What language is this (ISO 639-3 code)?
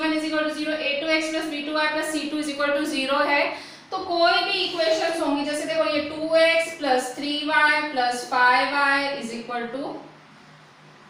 hin